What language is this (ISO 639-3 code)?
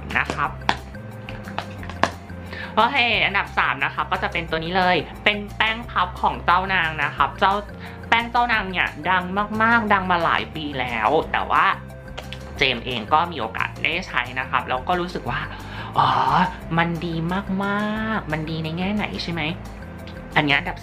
tha